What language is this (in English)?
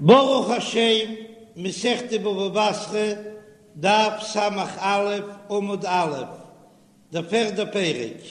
Yiddish